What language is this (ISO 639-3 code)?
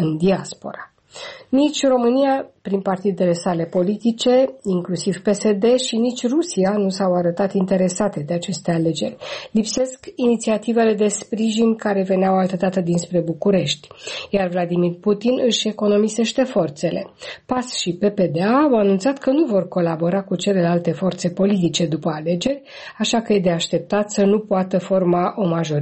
ron